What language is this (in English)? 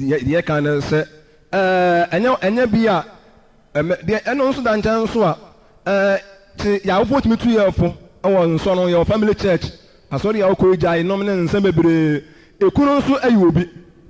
Akan